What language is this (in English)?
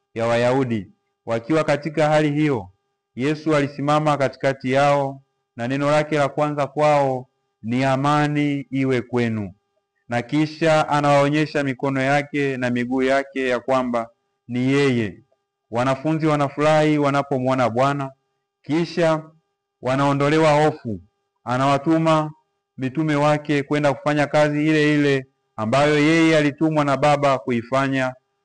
Swahili